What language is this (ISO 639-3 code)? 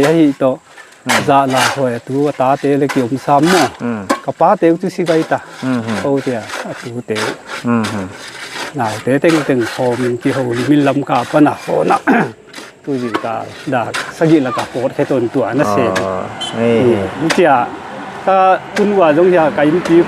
pck